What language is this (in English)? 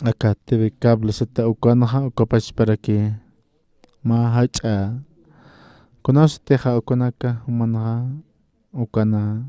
Aymara